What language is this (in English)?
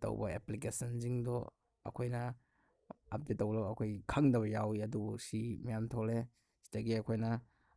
Manipuri